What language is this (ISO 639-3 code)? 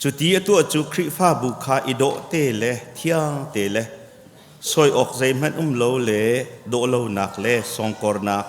cnh